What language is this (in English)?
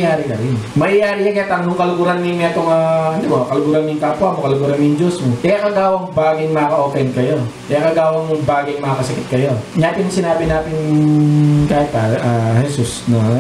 Pampanga